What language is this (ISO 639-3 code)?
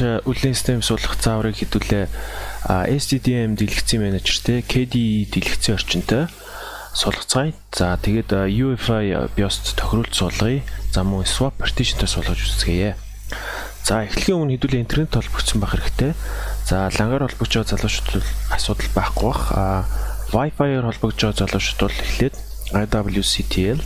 mon